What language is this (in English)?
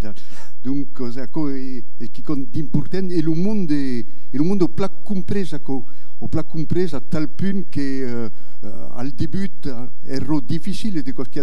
Occitan